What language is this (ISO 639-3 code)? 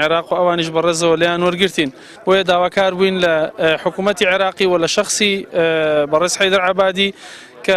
ckb